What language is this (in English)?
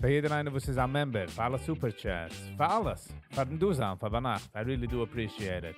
Yiddish